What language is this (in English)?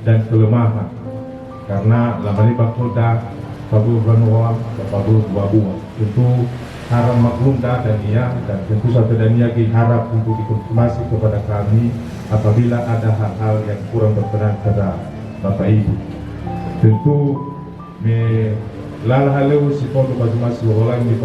Nias